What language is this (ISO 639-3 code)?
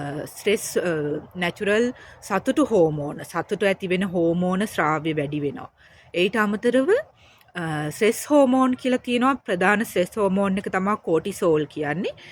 sin